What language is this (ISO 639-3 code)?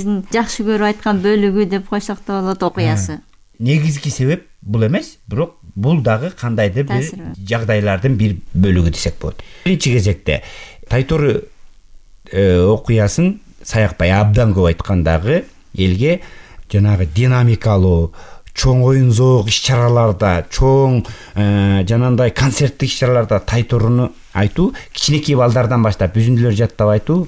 kir